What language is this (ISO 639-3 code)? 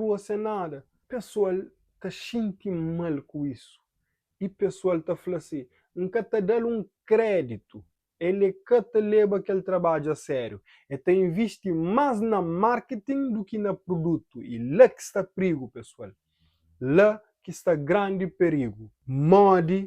kea